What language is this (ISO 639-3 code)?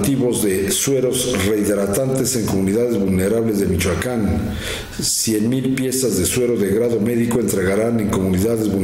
spa